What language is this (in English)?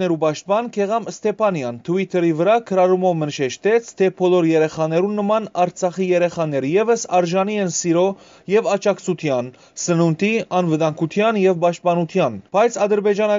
Western Armenian